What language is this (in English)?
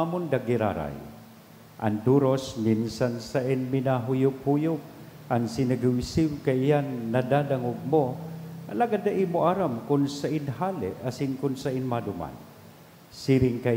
Bikol